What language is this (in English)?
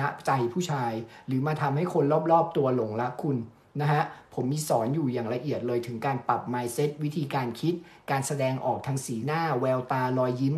Thai